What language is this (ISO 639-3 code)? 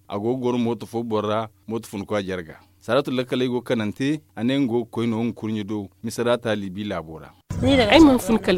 dje